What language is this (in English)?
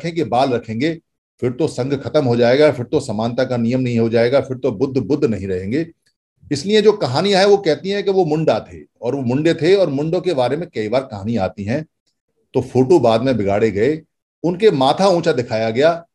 Hindi